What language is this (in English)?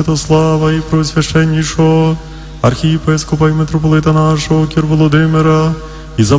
Ukrainian